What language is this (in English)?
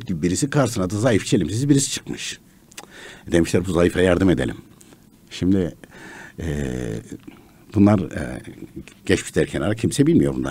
Turkish